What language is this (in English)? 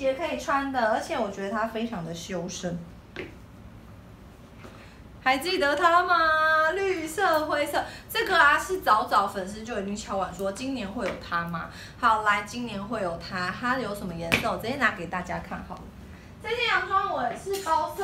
Chinese